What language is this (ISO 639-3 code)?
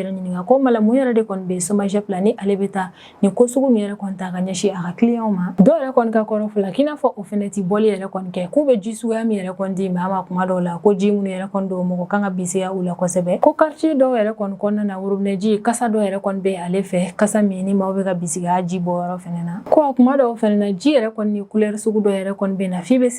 bam